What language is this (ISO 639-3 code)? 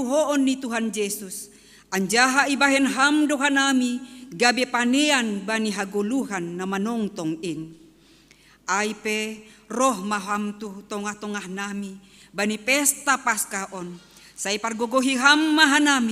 bts